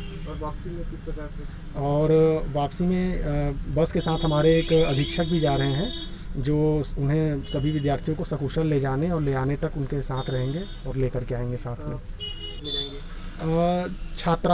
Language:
Hindi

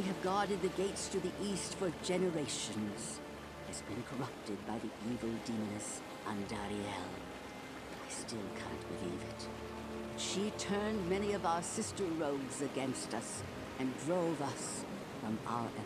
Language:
English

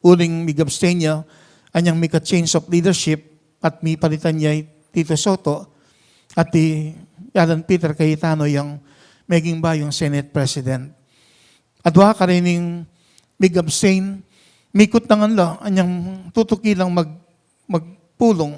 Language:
Pampanga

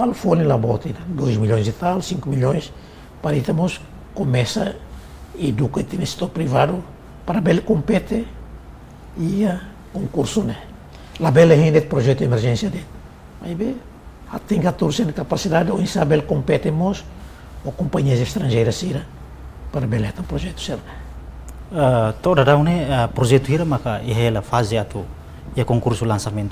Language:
Tetum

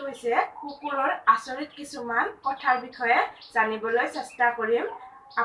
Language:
Assamese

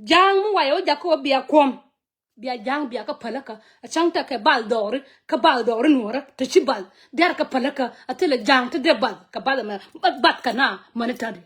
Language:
Nuer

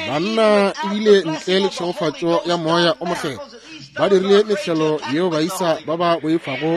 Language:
Northern Sotho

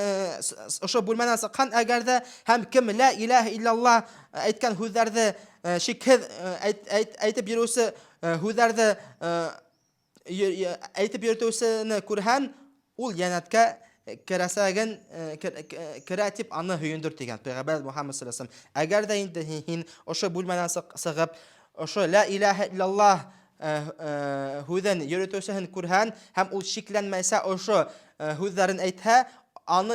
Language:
Bashkir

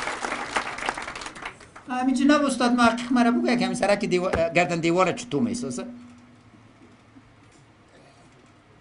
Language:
Persian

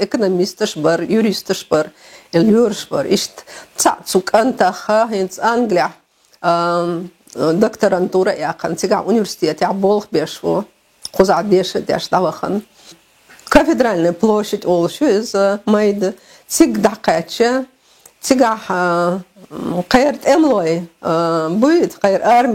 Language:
Chechen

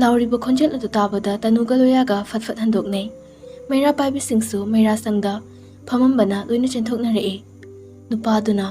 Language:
Manipuri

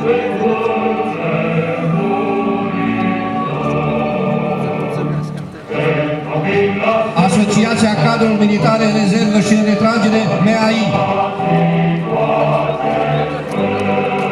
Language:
Romanian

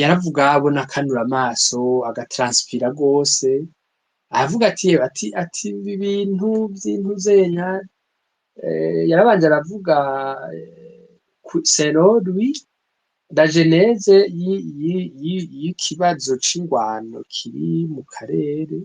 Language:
Rundi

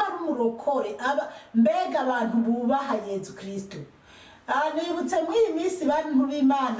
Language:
Rundi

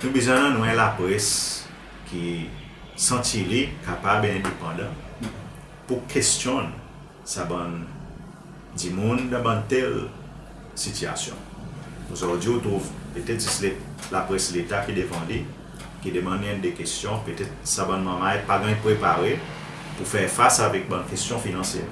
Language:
Seselwa Creole French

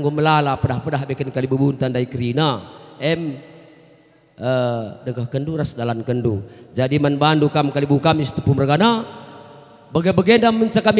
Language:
Batak Karo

